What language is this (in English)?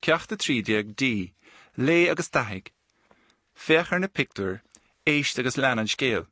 Irish